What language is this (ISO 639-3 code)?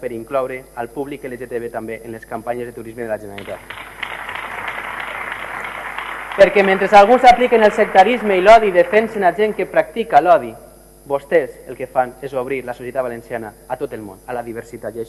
cat